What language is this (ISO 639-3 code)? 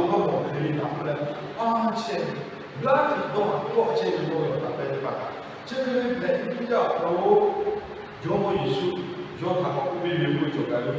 lhu